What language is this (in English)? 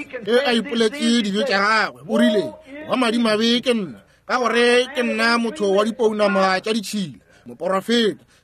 Northern Sotho